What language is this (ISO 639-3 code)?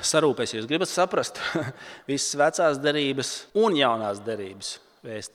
lav